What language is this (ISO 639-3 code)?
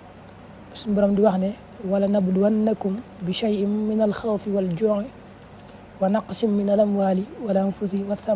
wol